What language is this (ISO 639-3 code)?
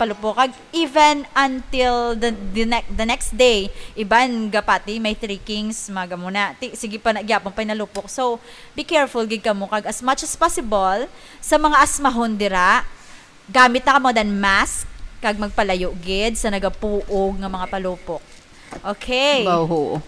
hil